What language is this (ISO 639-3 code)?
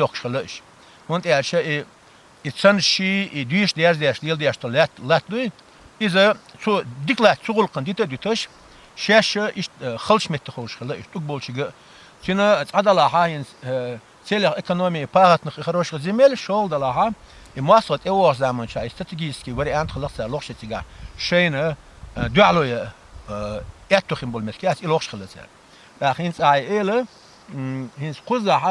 che